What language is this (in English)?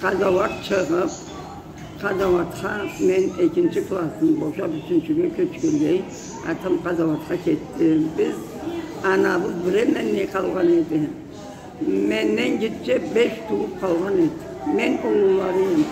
Karachay-Balkar